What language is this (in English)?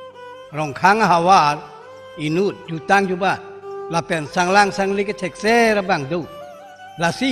Karbi